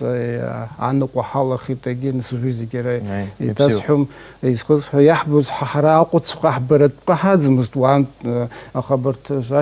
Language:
Abkhazian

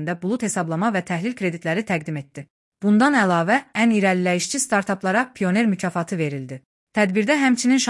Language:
Azerbaijani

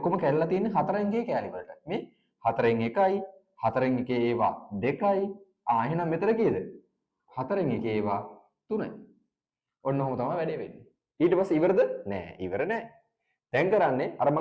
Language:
Sinhala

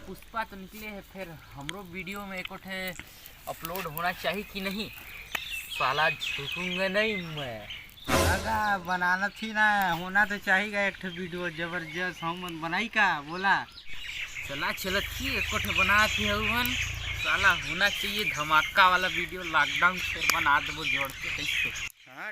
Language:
Chhattisgarhi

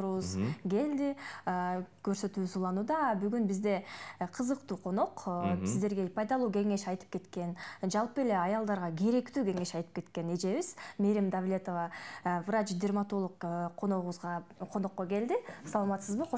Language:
Kyrgyz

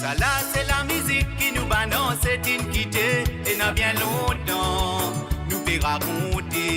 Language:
Morisyen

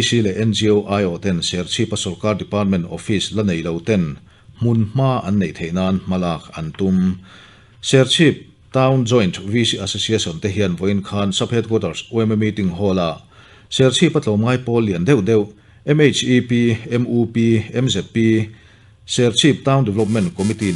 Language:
Mizo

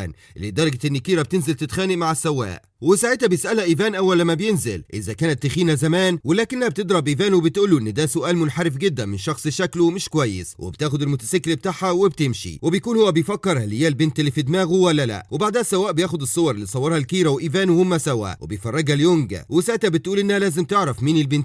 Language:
Egyptian Arabic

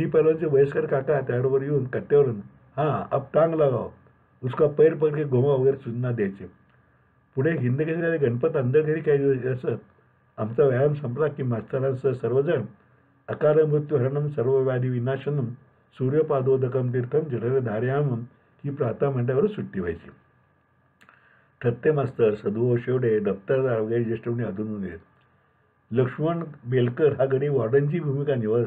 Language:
Marathi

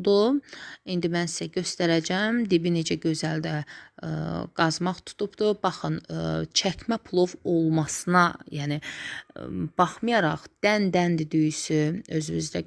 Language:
Azerbaijani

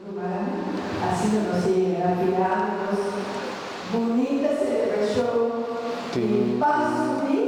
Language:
Papiamento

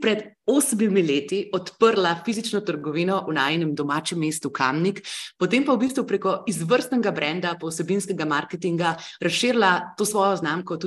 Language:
Slovenian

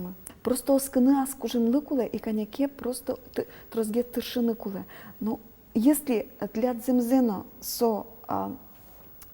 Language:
Udmurt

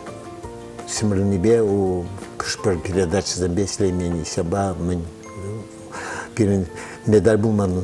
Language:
Chuvash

